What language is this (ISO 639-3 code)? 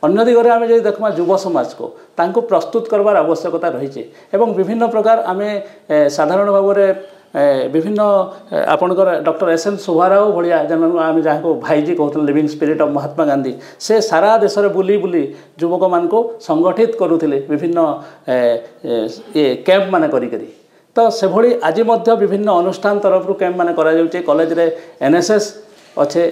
ori